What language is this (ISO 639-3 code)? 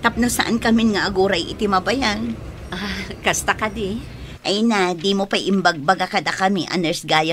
ilo